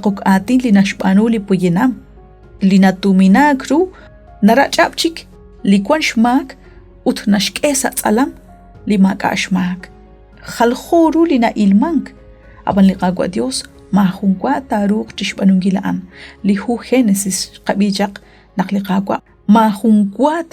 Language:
Kekchí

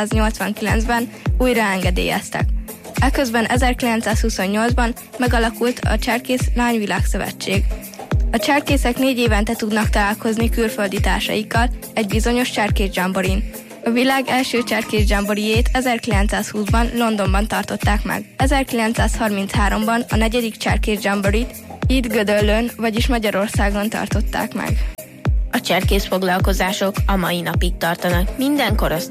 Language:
Hungarian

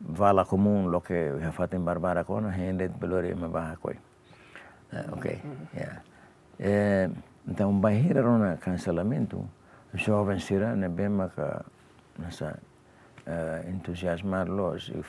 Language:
Tetum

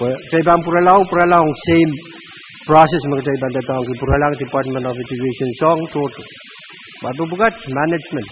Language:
Pohnpeian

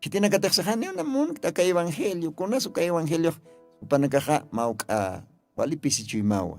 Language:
Aymara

